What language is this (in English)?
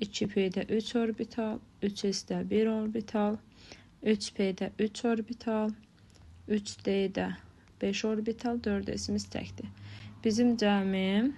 Azerbaijani